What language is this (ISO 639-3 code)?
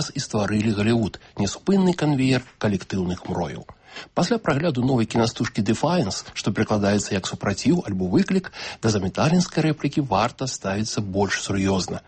bel